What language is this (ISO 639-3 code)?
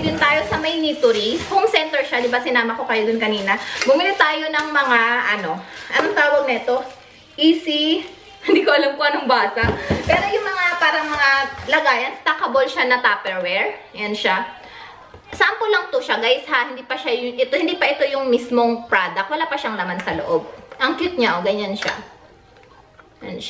fil